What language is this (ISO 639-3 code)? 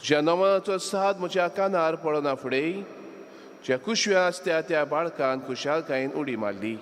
kok